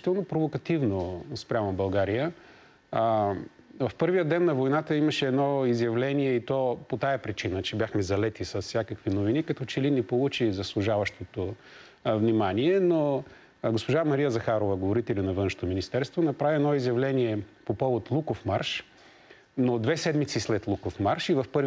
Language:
Bulgarian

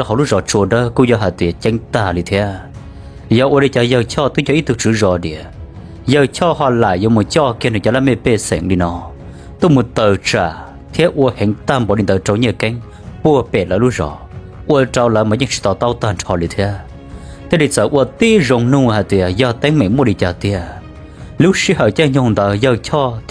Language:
Hmong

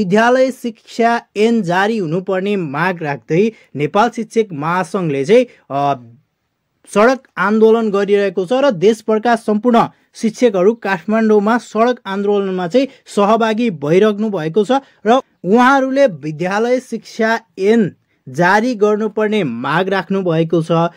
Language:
Nepali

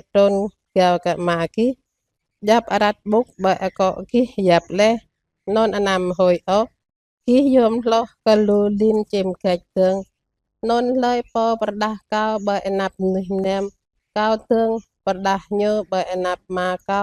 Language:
Jarai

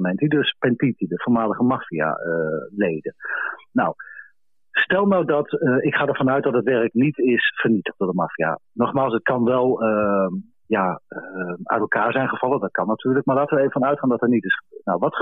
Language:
Dutch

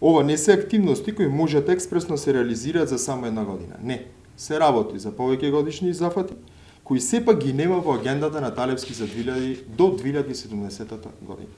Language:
Macedonian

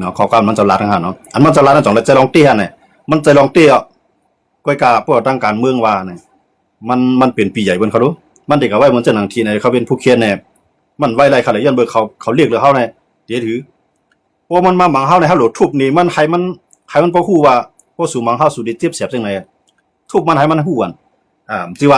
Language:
Shan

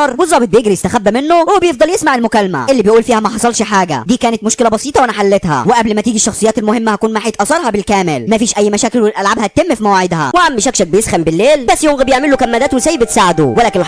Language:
Egyptian Arabic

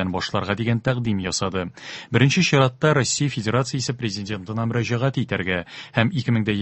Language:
Tatar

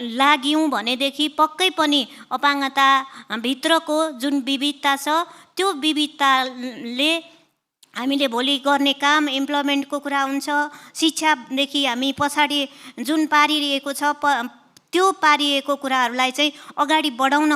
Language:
Nepali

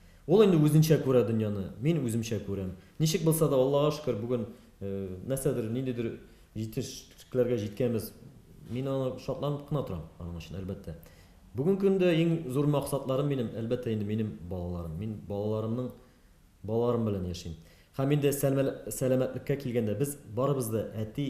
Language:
Tatar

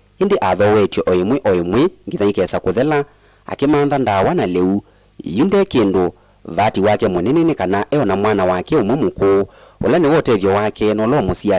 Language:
Kamba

